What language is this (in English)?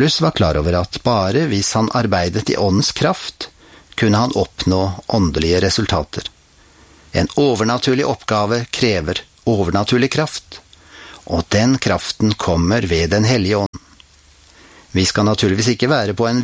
Norwegian